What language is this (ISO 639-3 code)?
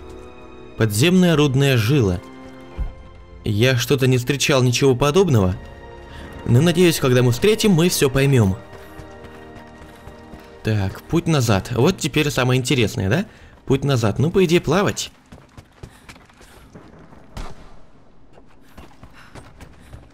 rus